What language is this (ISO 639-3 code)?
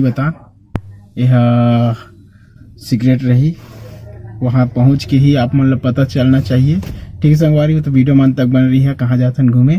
hne